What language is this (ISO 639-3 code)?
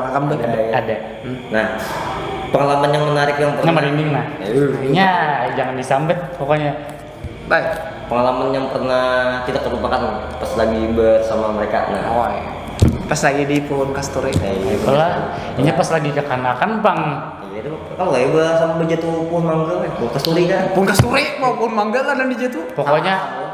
bjn